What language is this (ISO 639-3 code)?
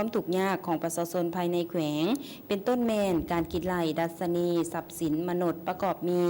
lao